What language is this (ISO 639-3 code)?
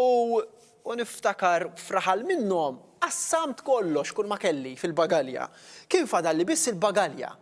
mlt